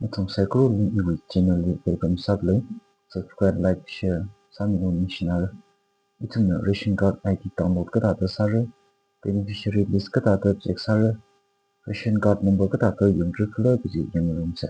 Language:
Tangkhul Naga (India)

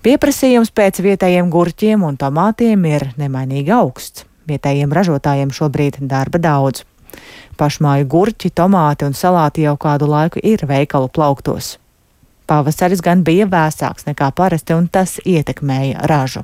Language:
Latvian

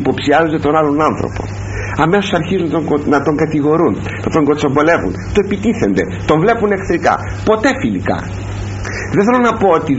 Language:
Greek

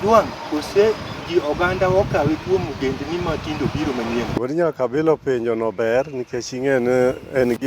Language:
Luo (Kenya and Tanzania)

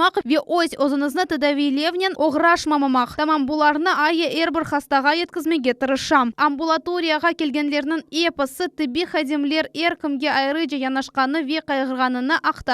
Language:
Crimean Tatar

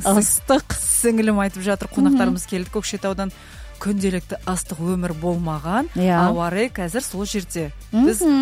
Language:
Kazakh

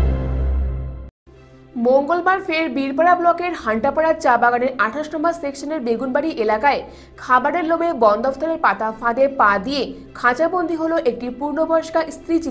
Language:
Bangla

